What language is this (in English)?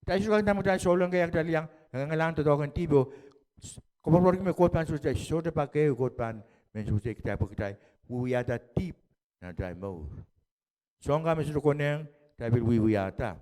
Pohnpeian